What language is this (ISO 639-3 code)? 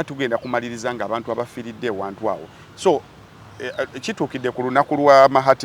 lug